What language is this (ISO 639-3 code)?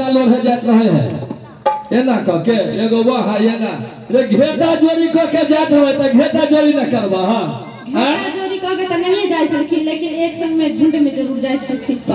mai